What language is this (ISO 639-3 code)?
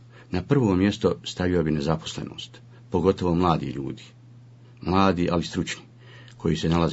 bos